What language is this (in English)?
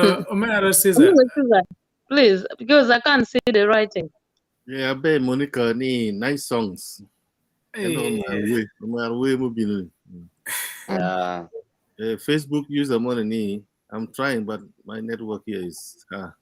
Acoli